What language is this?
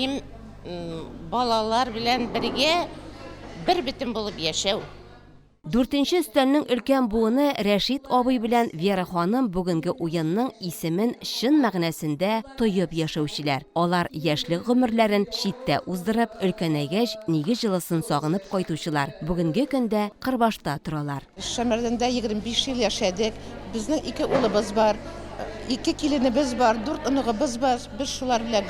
Tatar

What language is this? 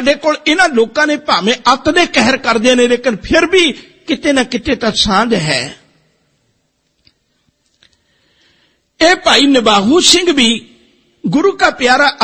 Punjabi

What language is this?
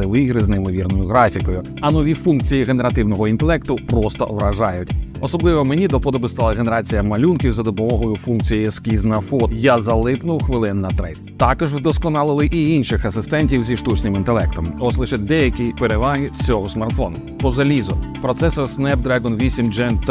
Ukrainian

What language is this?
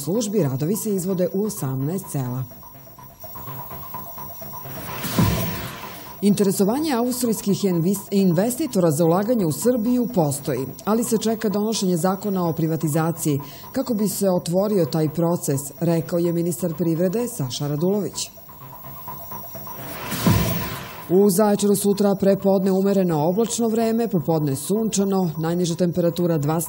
Serbian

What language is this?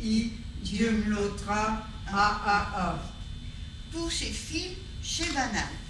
Picard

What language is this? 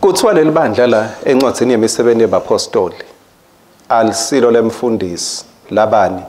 Swati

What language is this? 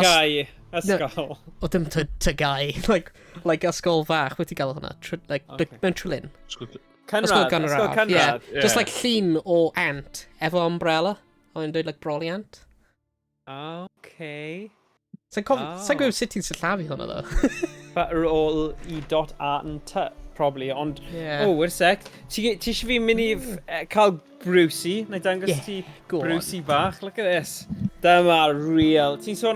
Welsh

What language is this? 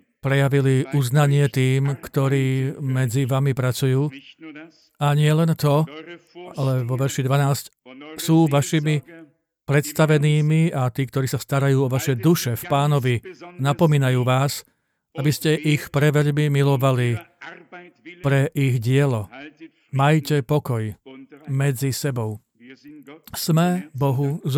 Slovak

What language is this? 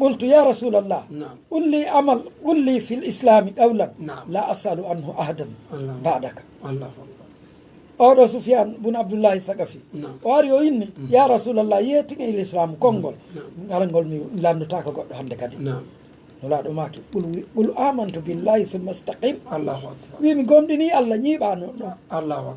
Pular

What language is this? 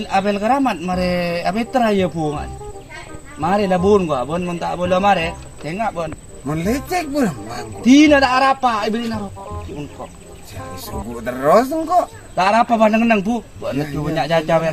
Madurese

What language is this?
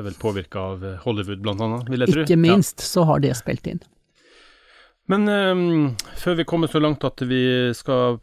Norwegian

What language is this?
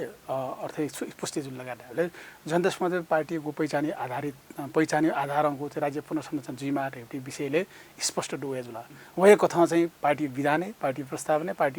Newari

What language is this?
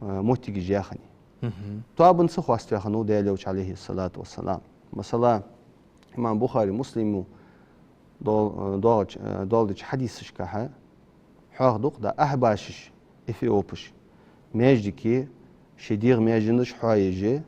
Ingush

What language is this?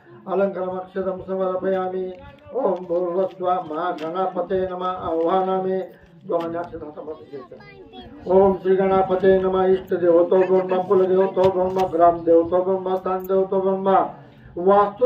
Marathi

